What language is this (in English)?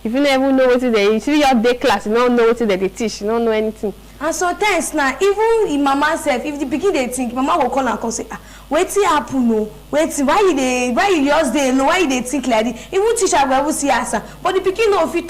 Nigerian Pidgin